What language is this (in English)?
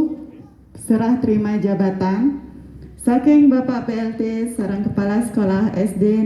Balinese